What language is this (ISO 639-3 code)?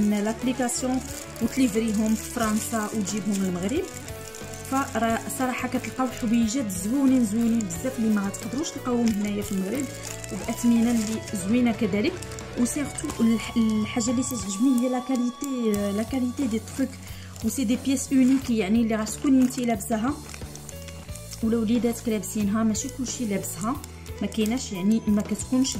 ary